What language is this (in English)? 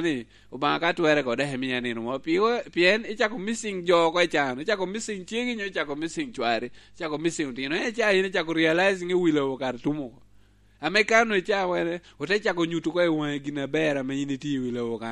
Lango (Uganda)